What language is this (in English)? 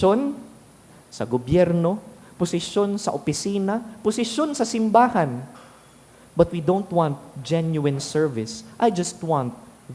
Bikol